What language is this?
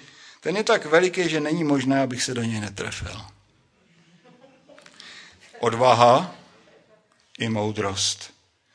Czech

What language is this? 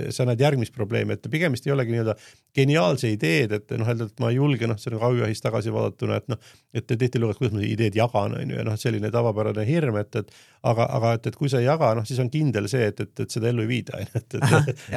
Estonian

